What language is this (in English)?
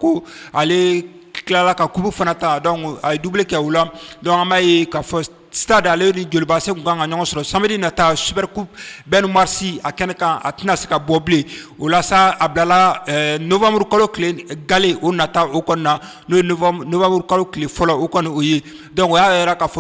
Bambara